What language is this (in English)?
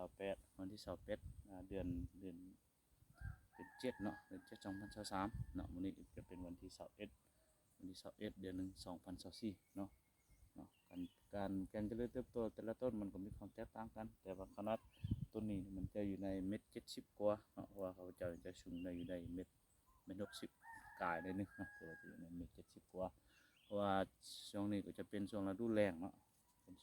Lao